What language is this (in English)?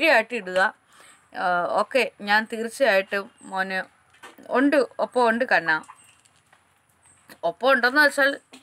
Malayalam